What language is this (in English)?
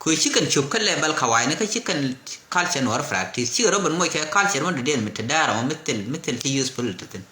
Nuer